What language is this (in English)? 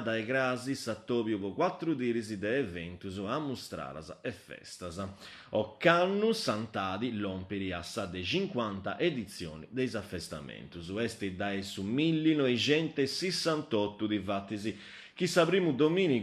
Sardinian